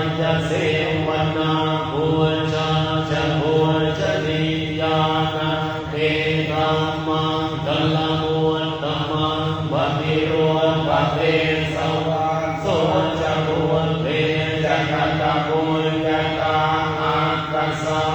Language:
Pali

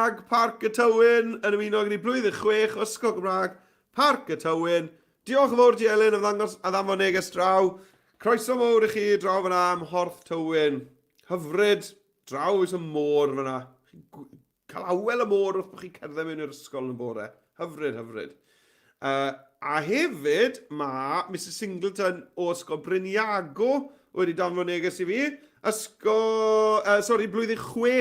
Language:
Welsh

